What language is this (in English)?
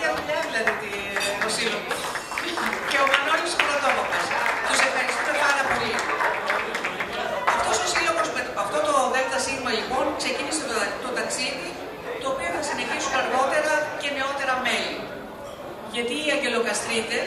Greek